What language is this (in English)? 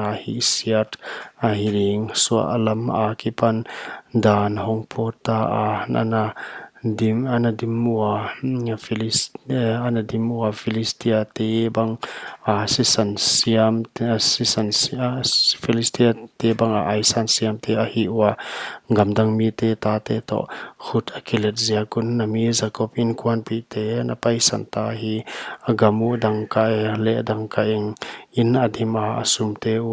Paite Chin